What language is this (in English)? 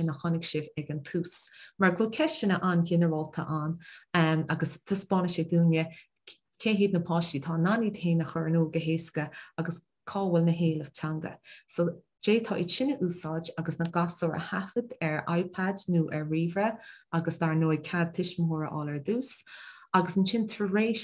Irish